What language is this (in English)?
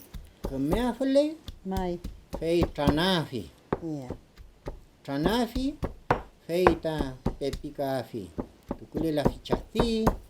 Mapuche